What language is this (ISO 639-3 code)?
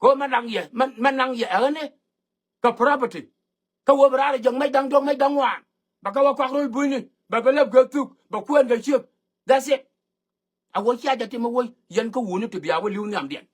nus